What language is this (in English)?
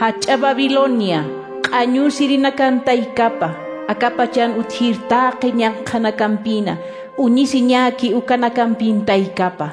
Aymara